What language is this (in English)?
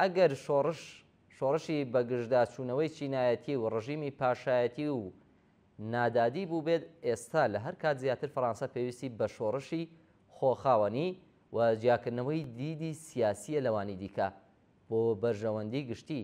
Central Kurdish